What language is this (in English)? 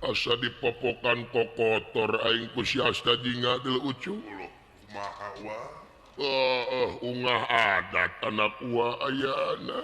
Sundanese